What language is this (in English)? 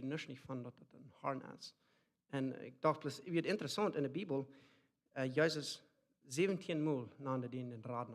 Plautdietsch